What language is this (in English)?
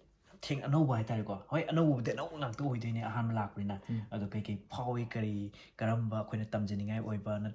Manipuri